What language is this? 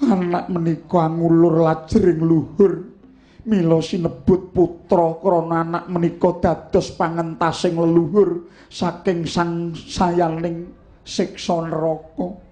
Javanese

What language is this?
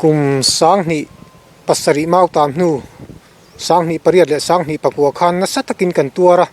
Mizo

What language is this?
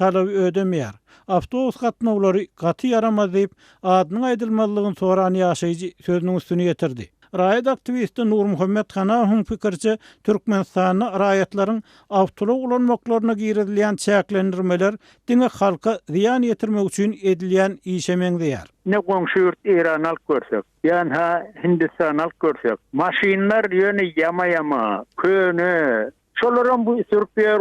Turkmen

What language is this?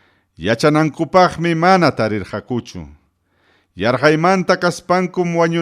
Ayacucho Quechua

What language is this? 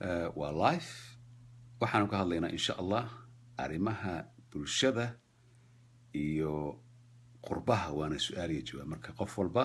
Somali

